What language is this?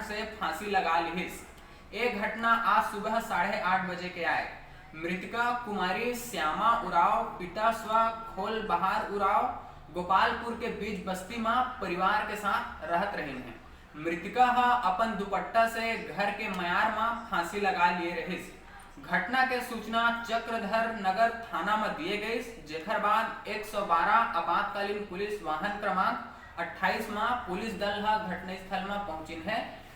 Chhattisgarhi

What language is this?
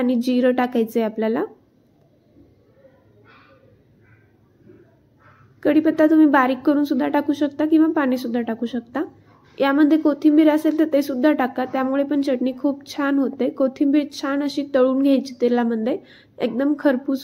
Marathi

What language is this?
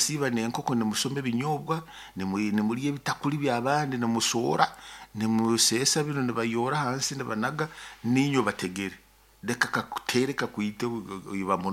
Nyoro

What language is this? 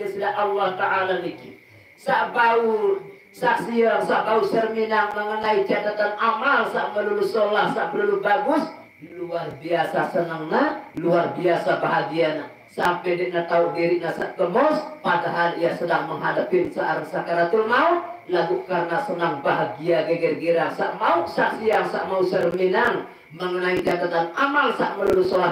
Sasak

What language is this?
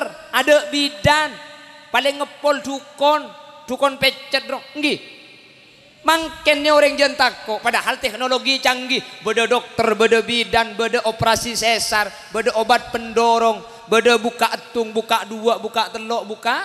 Madurese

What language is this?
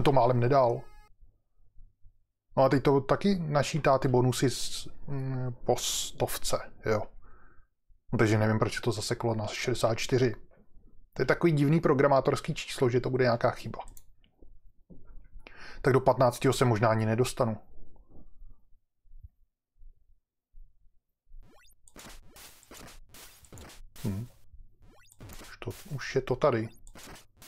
Czech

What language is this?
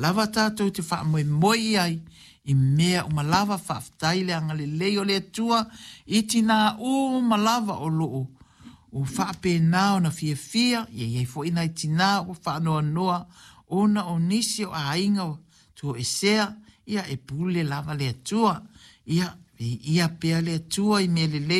Samoan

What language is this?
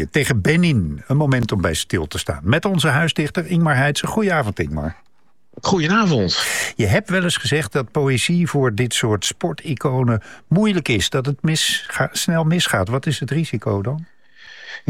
Dutch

